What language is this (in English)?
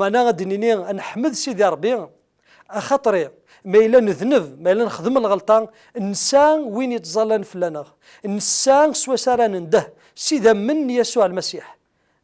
Kabyle